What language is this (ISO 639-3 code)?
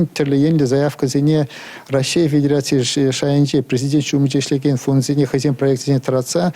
chv